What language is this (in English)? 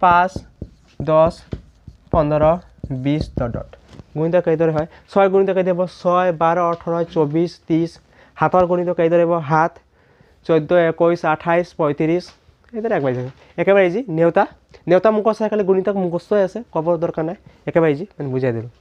Assamese